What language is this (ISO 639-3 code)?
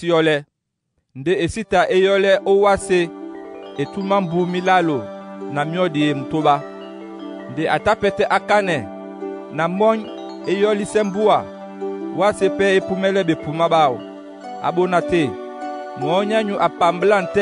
dua